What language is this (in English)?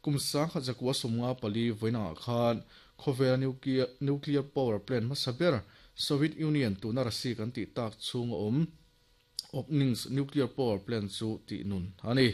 Mizo